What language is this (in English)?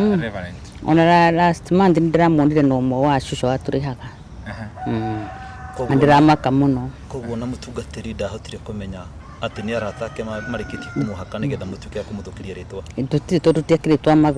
Kikuyu